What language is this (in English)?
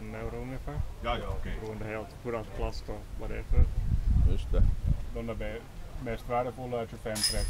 Swedish